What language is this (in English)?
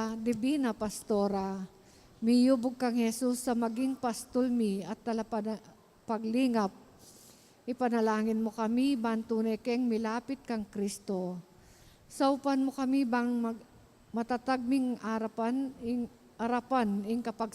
Pampanga